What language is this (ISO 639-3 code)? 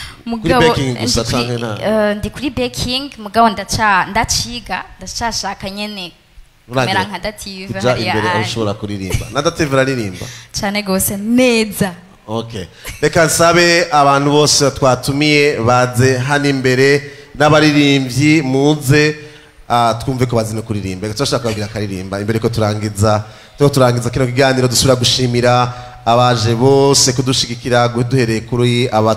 run